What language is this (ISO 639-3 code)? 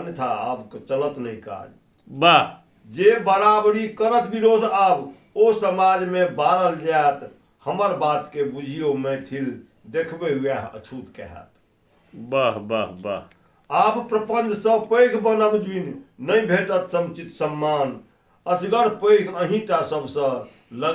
mai